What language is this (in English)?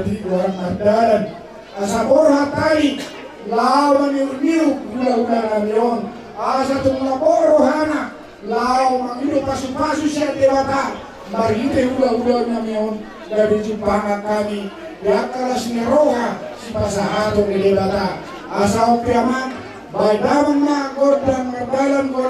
Batak Toba